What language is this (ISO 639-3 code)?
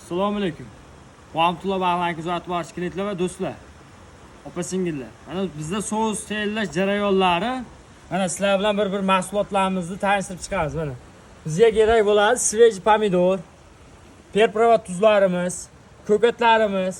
uzb